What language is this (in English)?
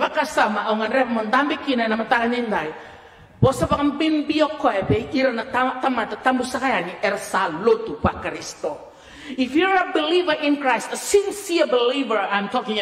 Fijian